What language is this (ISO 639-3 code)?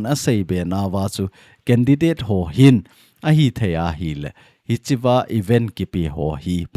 tcz